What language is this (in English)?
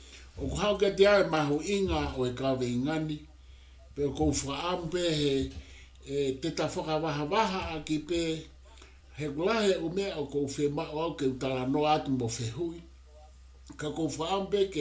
Tongan